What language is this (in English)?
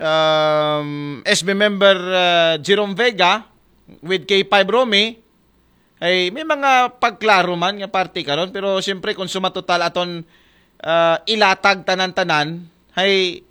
Aklanon